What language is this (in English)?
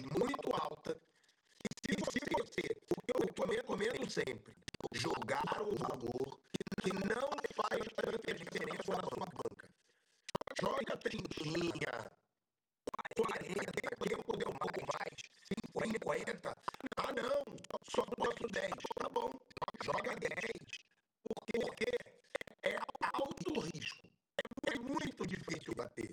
Portuguese